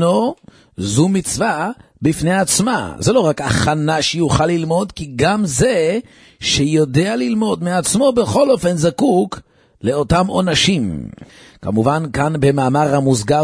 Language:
Hebrew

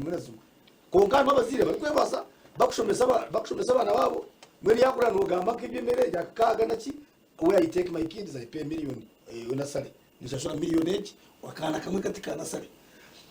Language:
Nyankole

